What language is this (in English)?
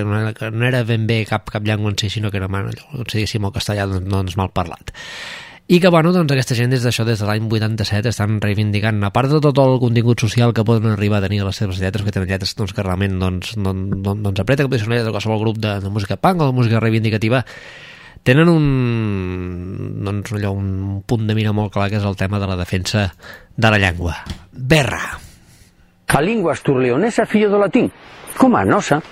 Catalan